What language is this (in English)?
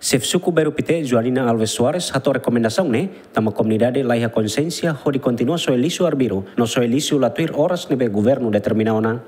Tetum